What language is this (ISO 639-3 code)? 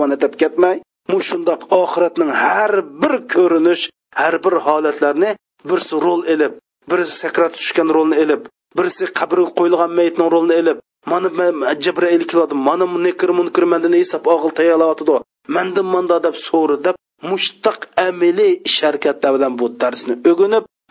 uig